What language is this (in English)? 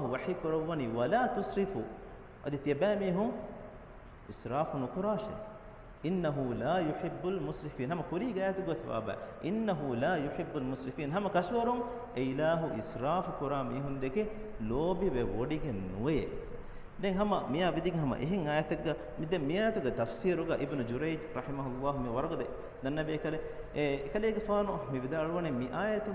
Divehi